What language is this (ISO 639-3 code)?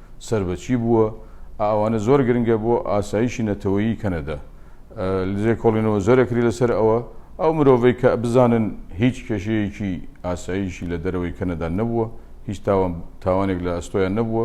ckb